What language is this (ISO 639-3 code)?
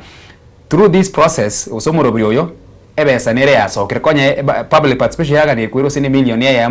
guz